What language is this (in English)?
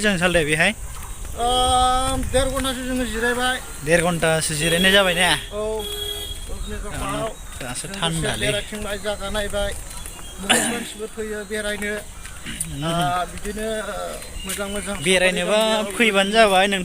Bodo